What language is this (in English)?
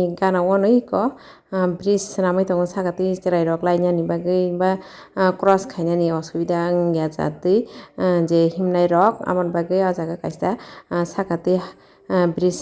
Kok Borok